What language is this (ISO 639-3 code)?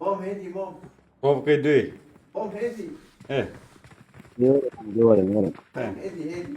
kur